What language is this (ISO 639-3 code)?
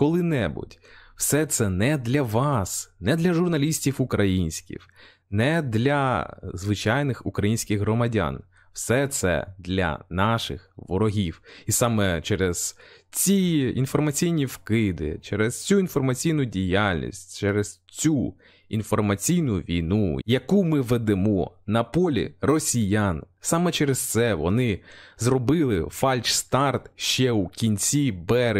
ukr